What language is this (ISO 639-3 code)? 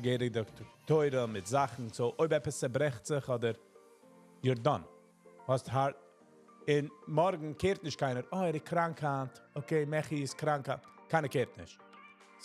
yid